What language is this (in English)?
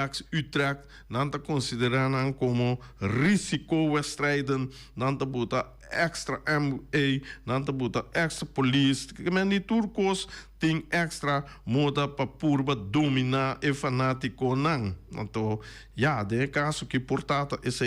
Papiamento